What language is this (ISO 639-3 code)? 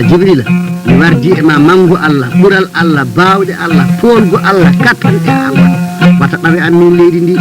ful